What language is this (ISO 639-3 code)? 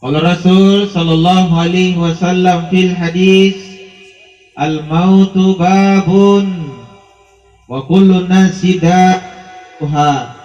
mak